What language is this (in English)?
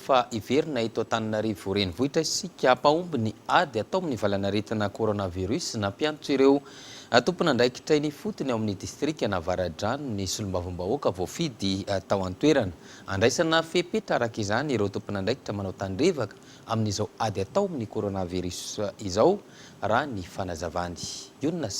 Malagasy